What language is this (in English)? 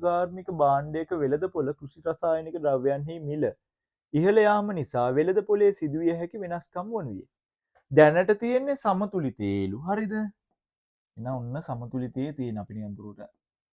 Sinhala